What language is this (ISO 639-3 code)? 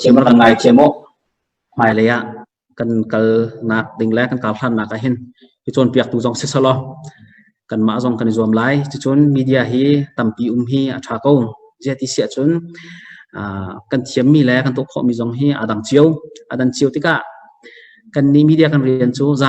cnh